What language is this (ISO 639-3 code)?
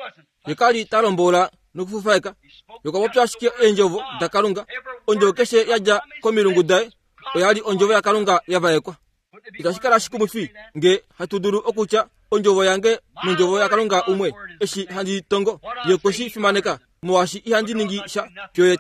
kua